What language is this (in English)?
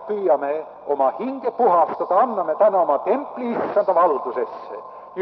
Estonian